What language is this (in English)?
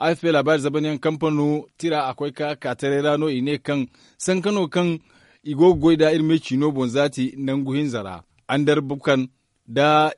Zarma